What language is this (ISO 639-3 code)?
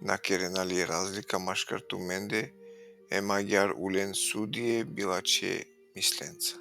rmn